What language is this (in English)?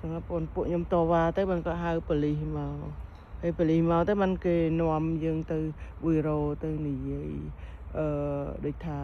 Khmer